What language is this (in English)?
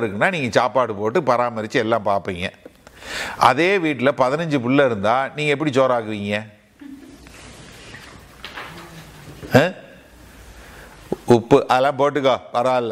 Tamil